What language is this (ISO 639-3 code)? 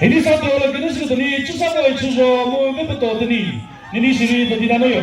nri